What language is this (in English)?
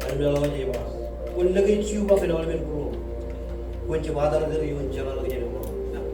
Marshallese